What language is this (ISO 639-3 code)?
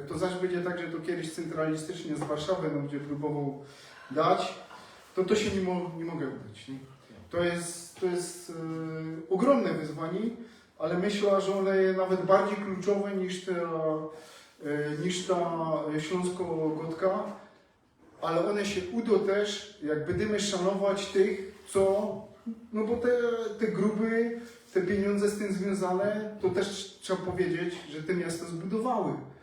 szl